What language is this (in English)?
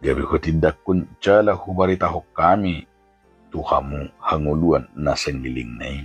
Batak Toba